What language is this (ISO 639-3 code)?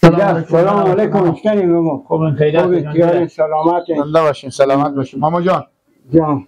fas